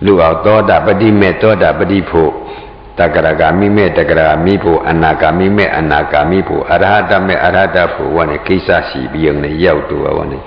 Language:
Shan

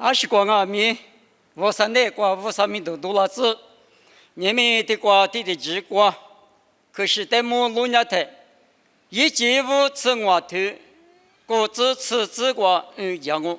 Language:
Lisu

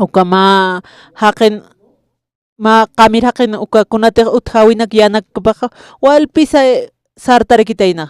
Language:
Aymara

